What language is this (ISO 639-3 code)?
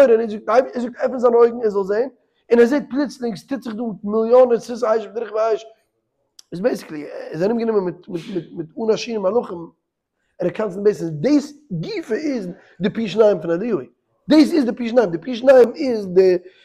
yid